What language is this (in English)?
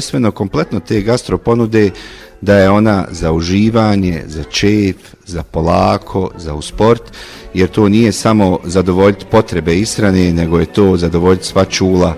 Bosnian